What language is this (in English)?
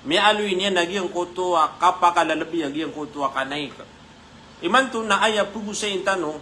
Maranao